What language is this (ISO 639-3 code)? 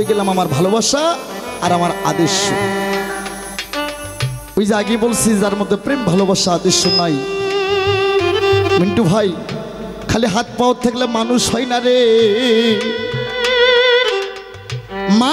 ben